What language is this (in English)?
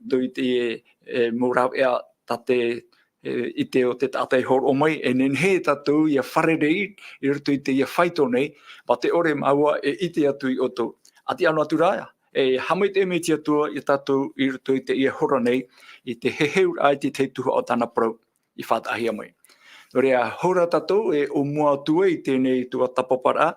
Tahitian